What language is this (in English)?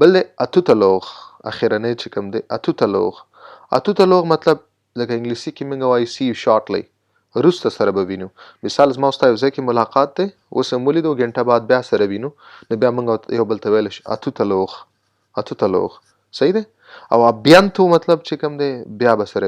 Pashto